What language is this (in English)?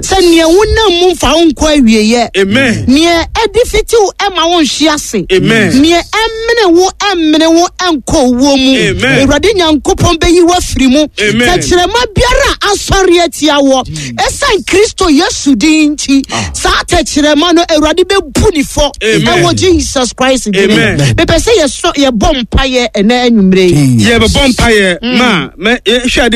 Akan